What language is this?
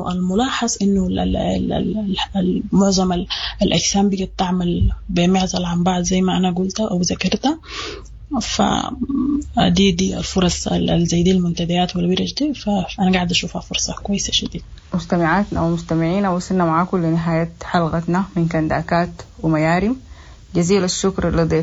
Sudanese Arabic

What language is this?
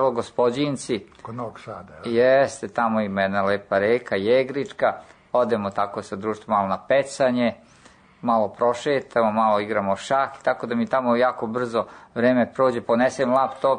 Serbian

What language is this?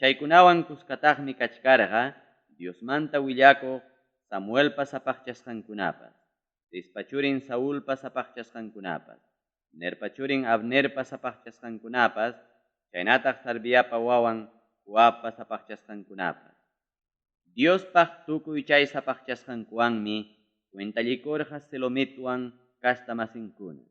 Ayacucho Quechua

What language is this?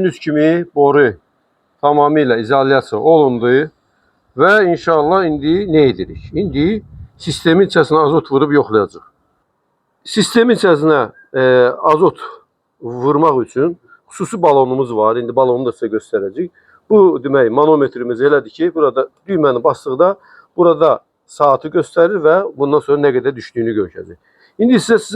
Azerbaijani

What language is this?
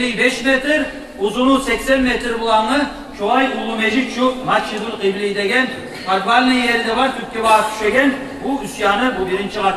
Kumyk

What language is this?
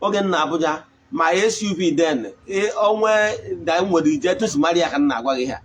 Igbo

